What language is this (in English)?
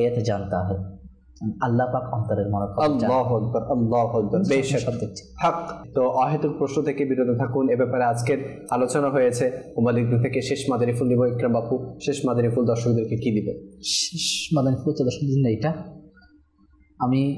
Bangla